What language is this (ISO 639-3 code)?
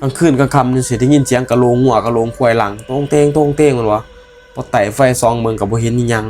tts